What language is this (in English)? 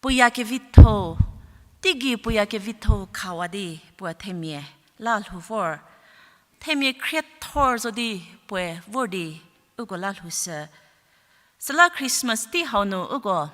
Angami Naga